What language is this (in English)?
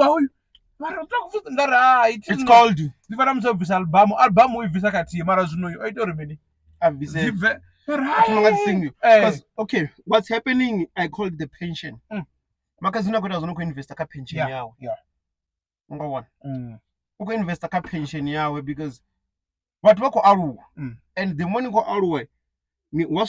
Venda